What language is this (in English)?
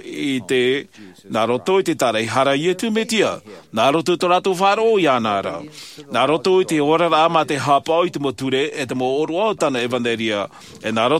Tahitian